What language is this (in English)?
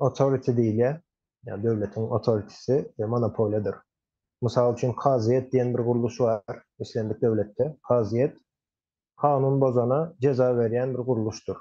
Turkmen